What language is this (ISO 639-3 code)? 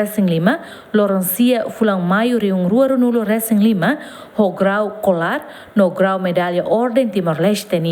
tet